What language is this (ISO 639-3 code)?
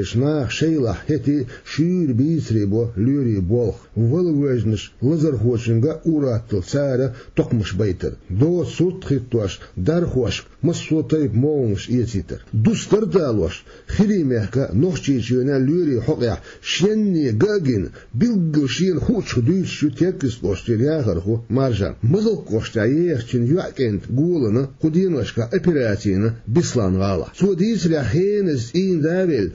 che